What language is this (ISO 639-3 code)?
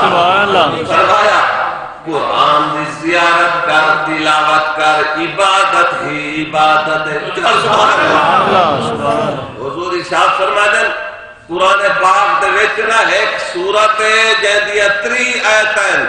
skr